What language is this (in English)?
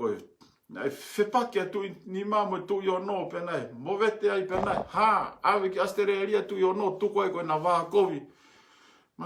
Tongan